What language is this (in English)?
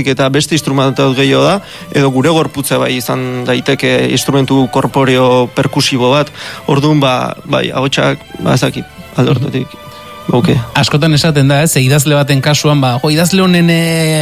Basque